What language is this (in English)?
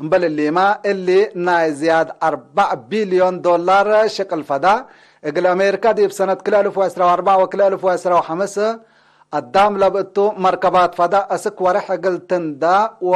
Tigre